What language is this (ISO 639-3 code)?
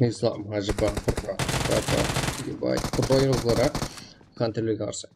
kaa